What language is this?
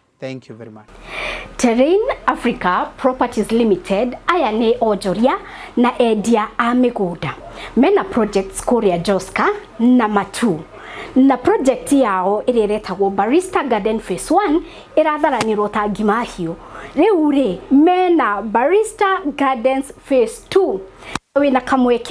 Kikuyu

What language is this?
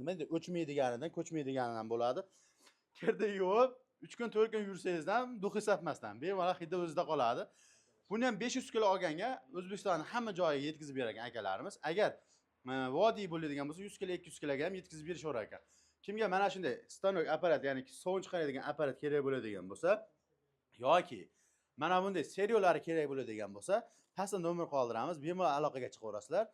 Uzbek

